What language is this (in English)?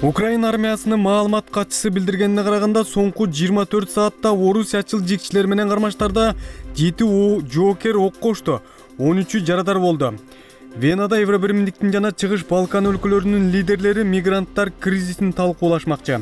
Kyrgyz